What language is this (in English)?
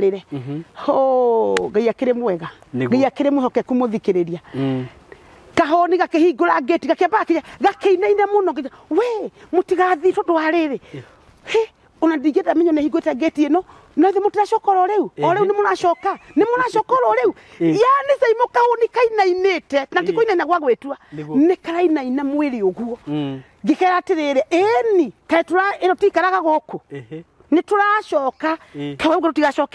Kikuyu